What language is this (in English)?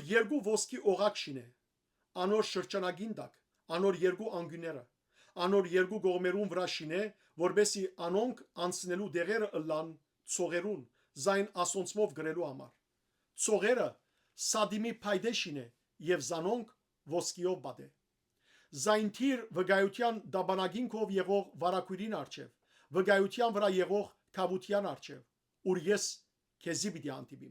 Western Armenian